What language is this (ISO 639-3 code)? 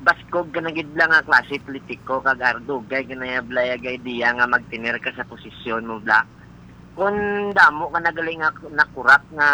hil